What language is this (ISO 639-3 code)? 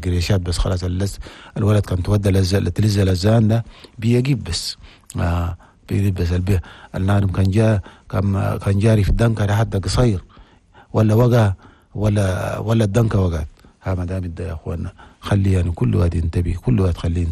shu